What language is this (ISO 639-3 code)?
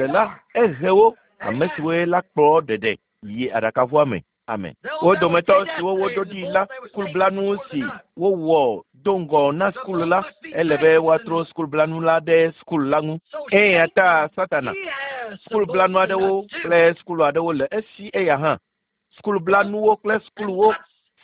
ewe